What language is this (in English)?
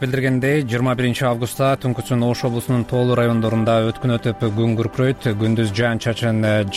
Kyrgyz